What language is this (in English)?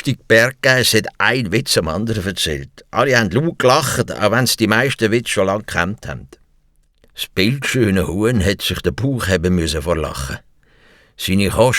Swiss German